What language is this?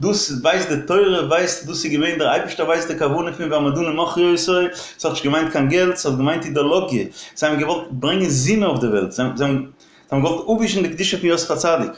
Yiddish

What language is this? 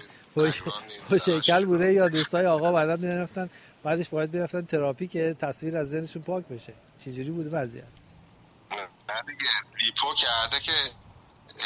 Persian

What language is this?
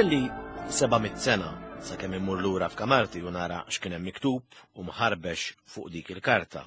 Maltese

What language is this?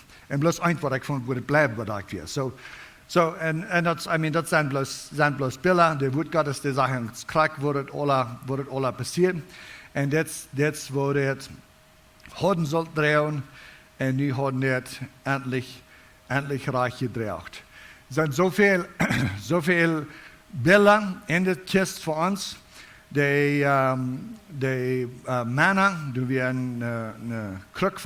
Plautdietsch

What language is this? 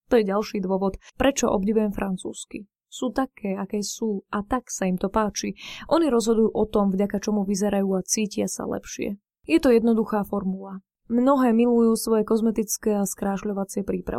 Slovak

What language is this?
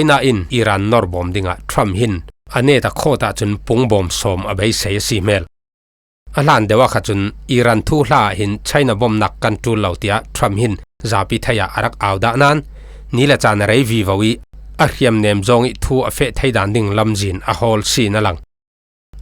Falam Chin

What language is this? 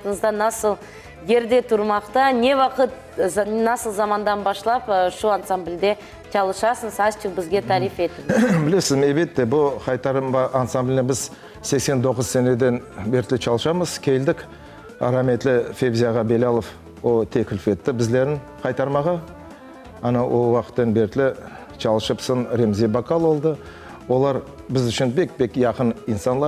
Crimean Tatar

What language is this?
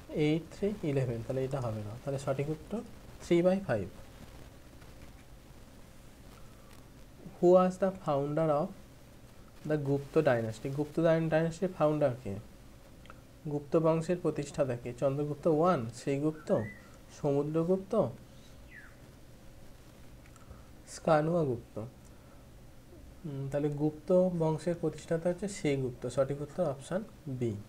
Bangla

